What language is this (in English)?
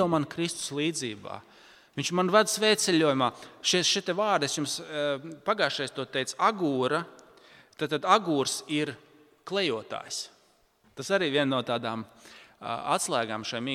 Latvian